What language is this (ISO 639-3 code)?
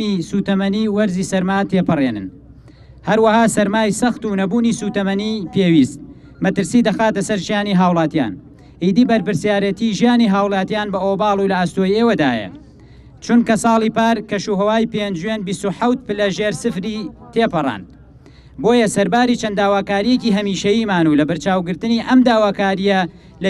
ckb